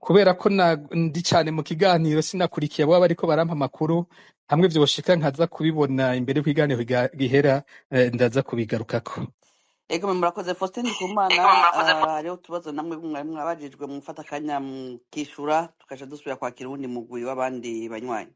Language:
Rundi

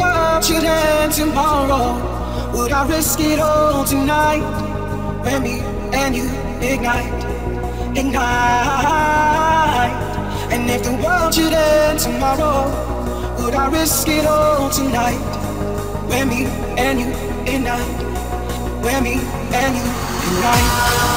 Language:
English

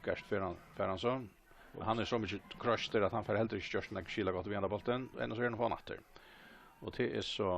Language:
Faroese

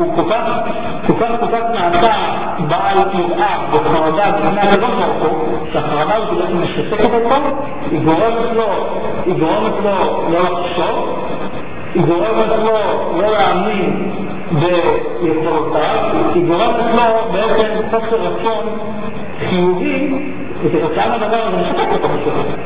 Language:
Hebrew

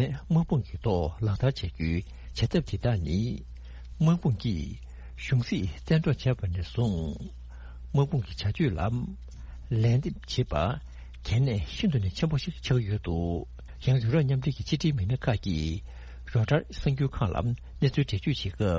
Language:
Tibetan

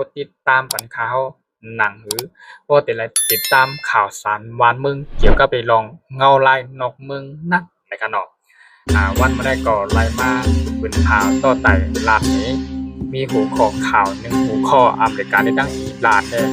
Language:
Shan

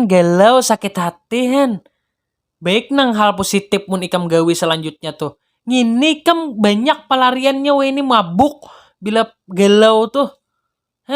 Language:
Banjar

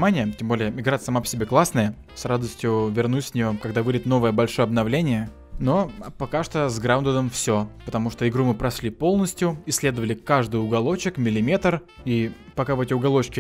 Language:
Russian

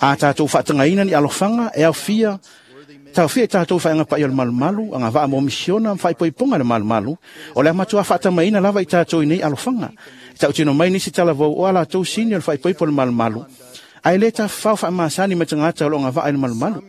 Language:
Samoan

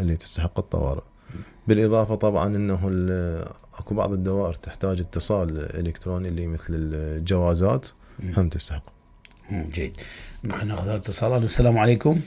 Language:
Mesopotamian Arabic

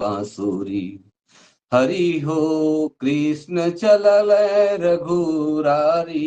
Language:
Sadri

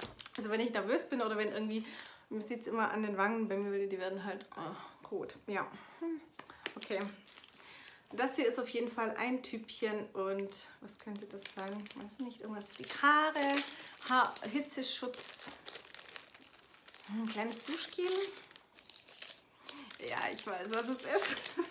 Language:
German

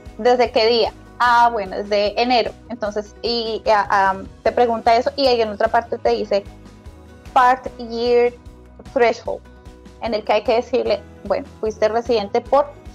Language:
Spanish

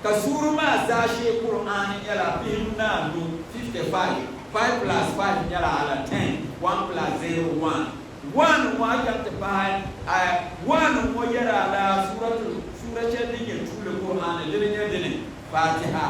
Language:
Dagbani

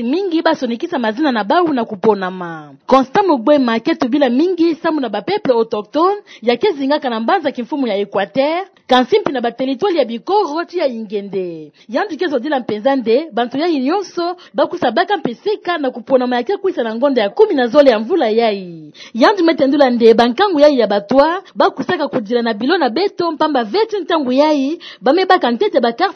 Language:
Kituba (Democratic Republic of Congo)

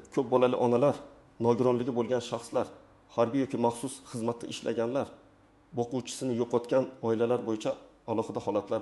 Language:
Uzbek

